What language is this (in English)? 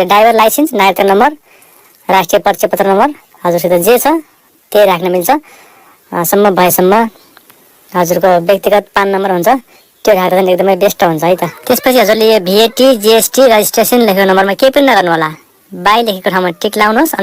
Nepali